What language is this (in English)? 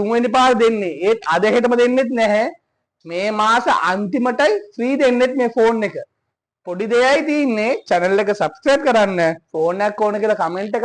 Sinhala